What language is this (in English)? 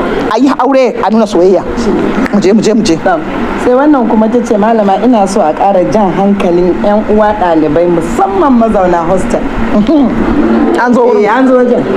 Hausa